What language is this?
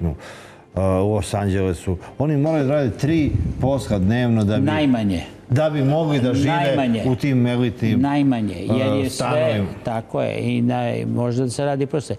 Serbian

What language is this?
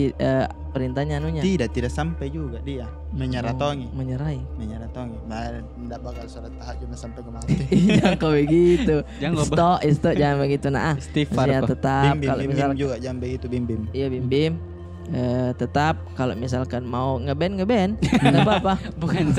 Makassar Malay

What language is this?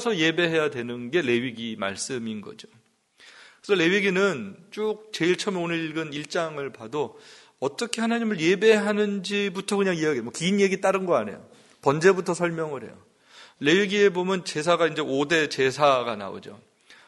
Korean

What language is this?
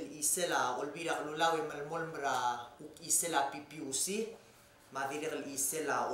Palauan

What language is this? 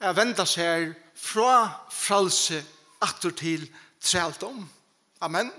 Faroese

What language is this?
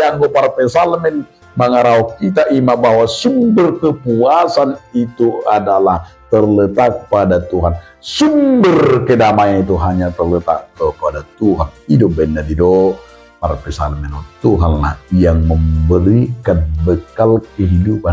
Batak Toba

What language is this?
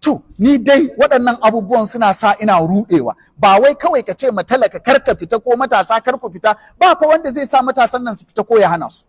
Hausa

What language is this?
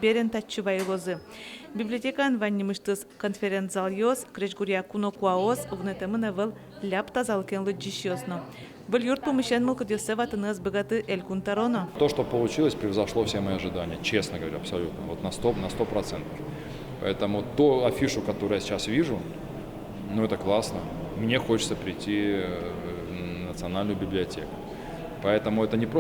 Udmurt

